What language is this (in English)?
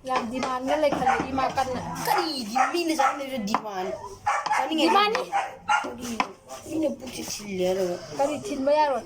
Manipuri